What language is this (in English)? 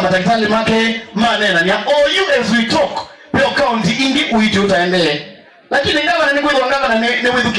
Kamba